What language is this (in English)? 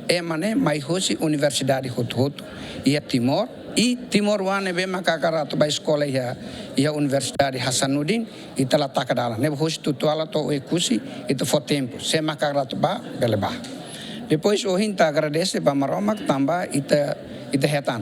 Tetum